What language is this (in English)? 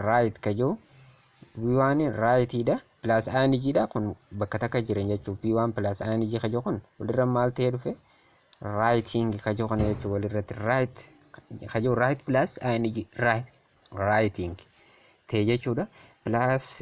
Oromo